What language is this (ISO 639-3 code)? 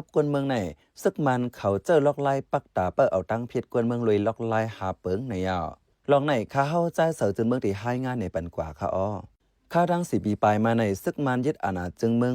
shn